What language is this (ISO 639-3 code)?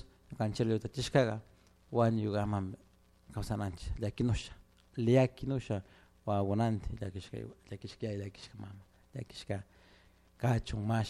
qug